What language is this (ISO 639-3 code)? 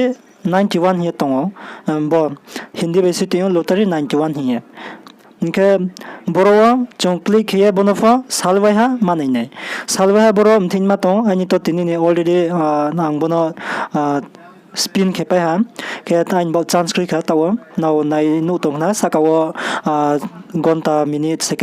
ria